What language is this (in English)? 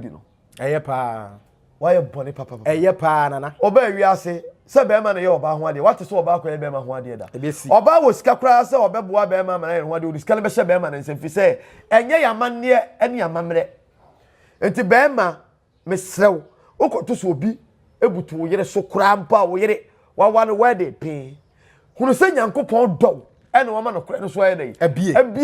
Akan